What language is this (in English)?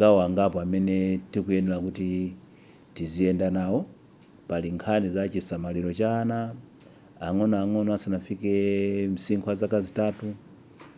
Nyanja